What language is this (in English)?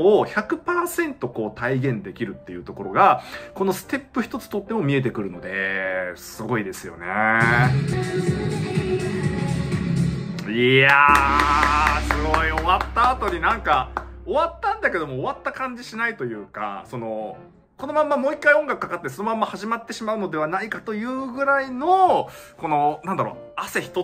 Japanese